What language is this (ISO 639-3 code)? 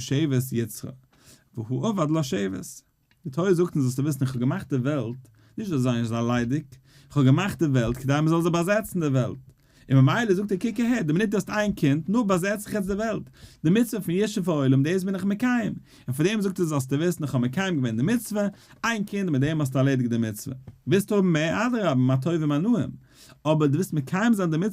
yid